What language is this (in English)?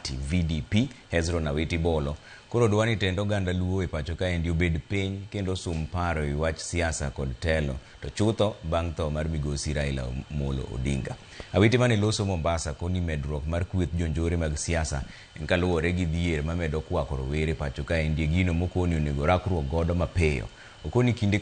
Luo (Kenya and Tanzania)